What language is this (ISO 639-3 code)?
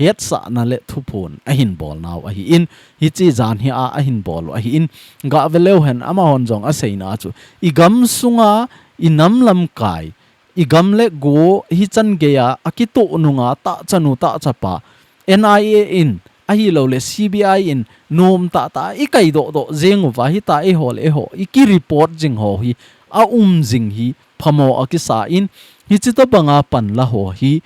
tcz